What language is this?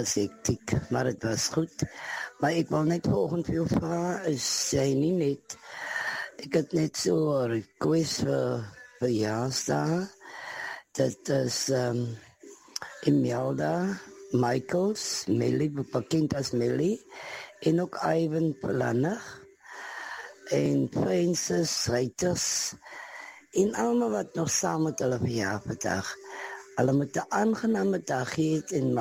Afrikaans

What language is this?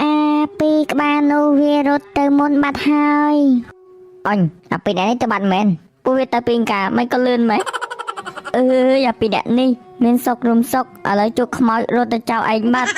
Khmer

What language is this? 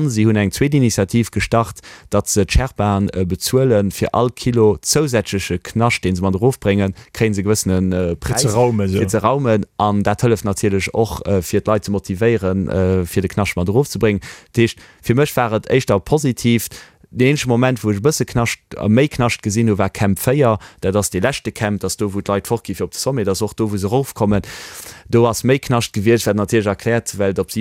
Luxembourgish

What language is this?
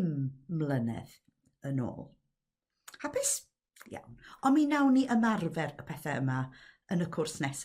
Welsh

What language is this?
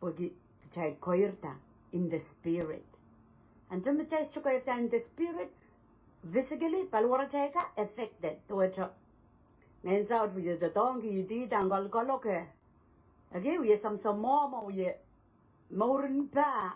Pohnpeian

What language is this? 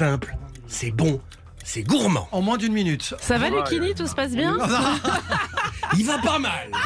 French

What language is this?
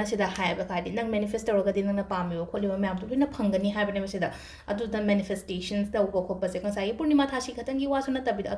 Manipuri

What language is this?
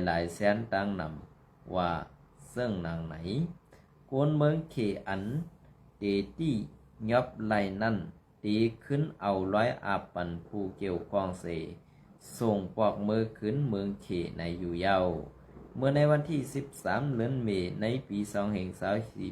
Shan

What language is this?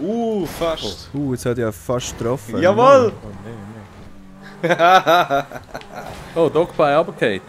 Swiss German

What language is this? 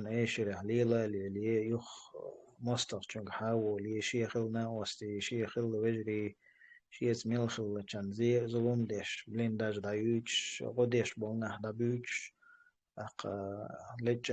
Chechen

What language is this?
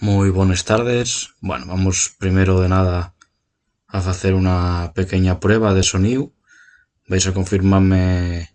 Asturian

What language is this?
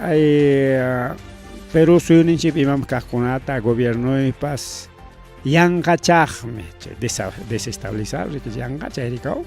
Ayacucho Quechua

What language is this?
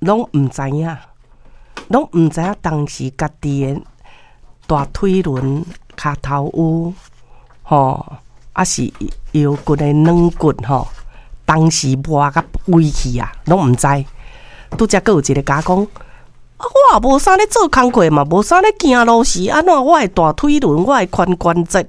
Min Nan Chinese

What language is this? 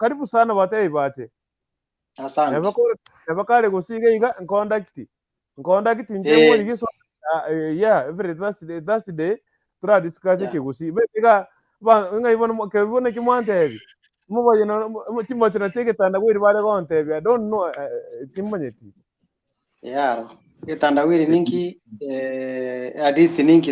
Gusii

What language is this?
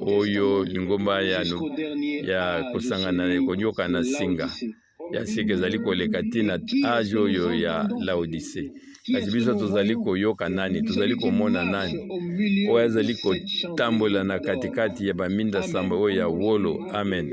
Lingala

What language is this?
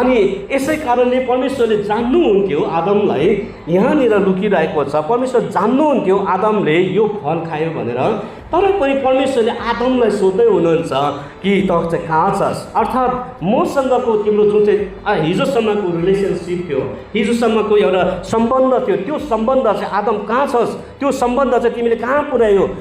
Nepali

